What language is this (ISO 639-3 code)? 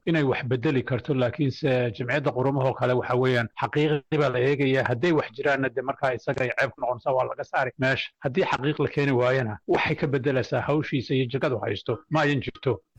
som